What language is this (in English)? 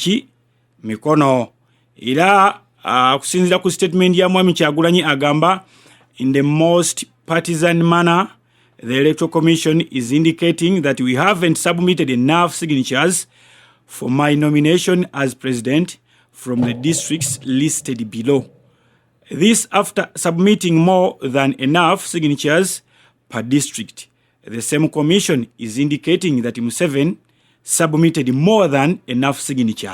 Ganda